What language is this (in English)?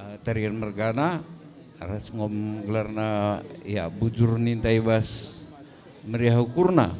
Batak Karo